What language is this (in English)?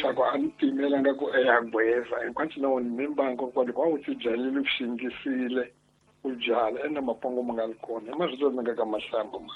Tsonga